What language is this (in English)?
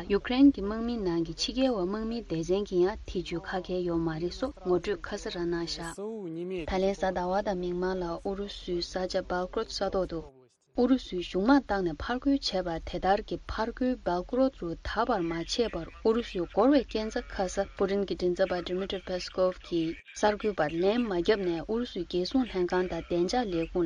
Tibetan